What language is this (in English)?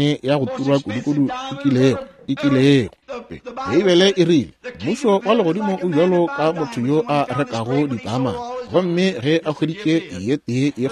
Northern Sotho